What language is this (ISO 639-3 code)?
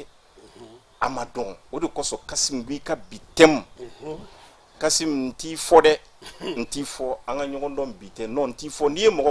bam